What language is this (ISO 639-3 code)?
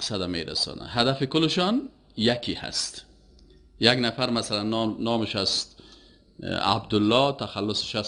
fas